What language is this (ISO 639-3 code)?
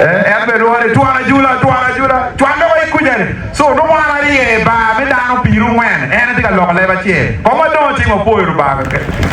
ach